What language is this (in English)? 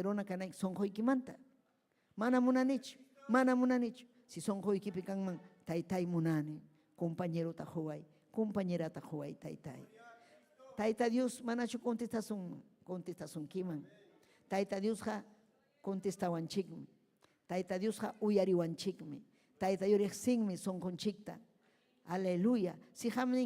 Ayacucho Quechua